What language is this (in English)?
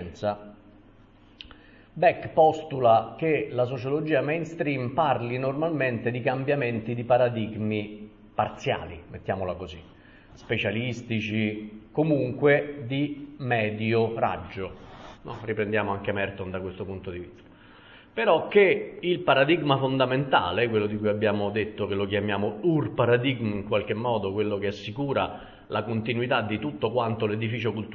Italian